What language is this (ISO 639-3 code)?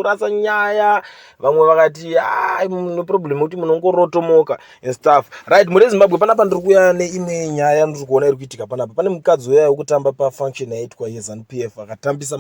sna